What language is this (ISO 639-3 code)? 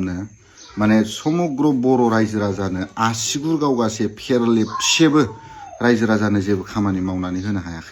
brx